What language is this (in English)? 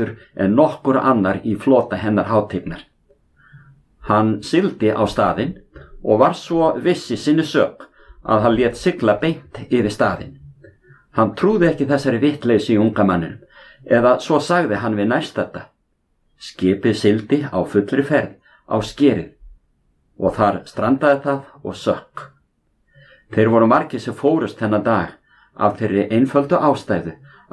Icelandic